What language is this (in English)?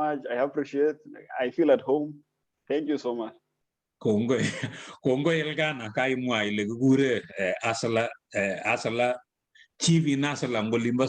Kalenjin